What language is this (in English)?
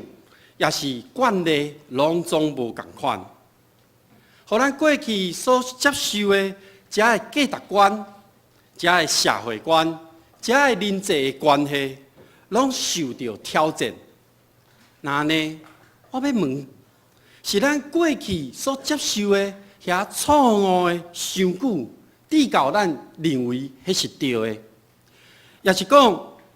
Min Nan Chinese